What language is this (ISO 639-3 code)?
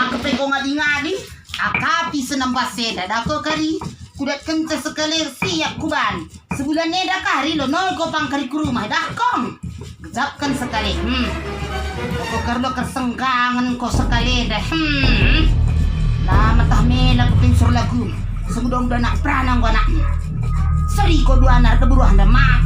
btx